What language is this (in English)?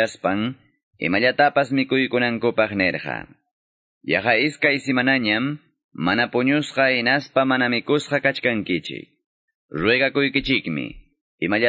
Quechua